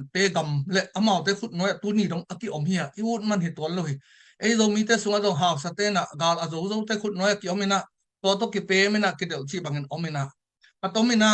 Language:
Tedim Chin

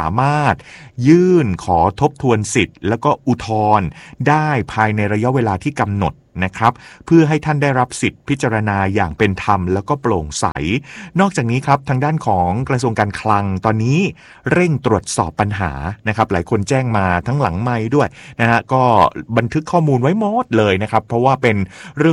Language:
Thai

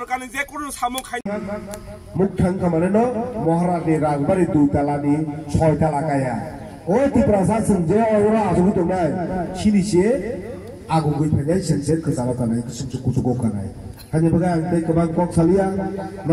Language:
Kok Borok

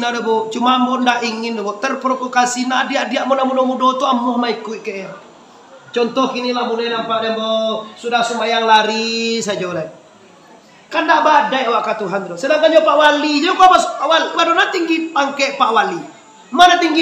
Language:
Minangkabau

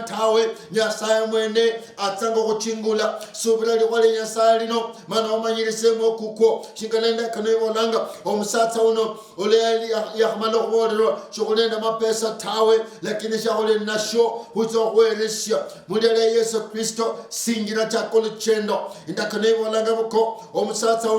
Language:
Luyia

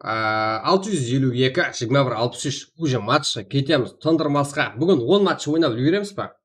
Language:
Kara-Kalpak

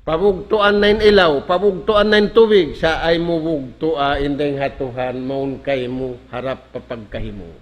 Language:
Tausug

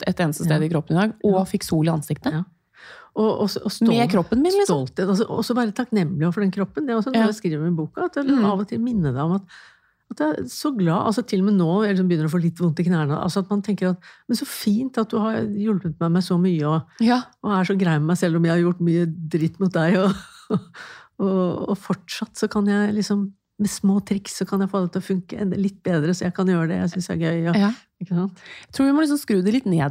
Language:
Norwegian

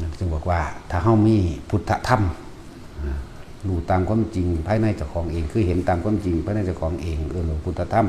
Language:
Northeastern Thai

